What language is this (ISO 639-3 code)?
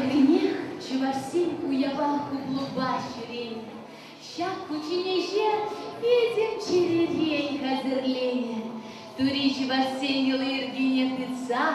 chv